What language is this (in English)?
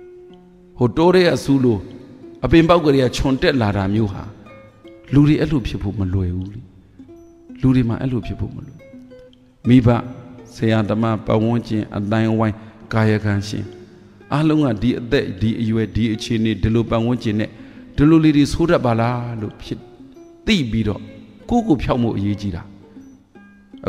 Burmese